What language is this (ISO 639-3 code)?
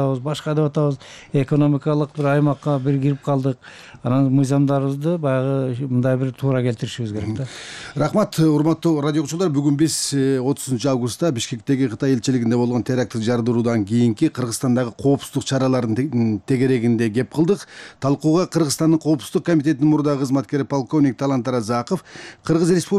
kir